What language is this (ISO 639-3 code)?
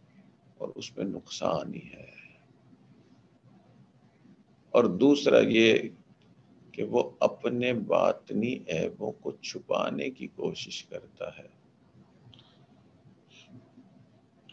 urd